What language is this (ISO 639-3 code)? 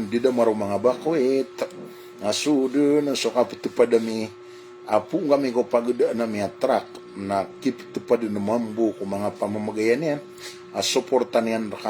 mrw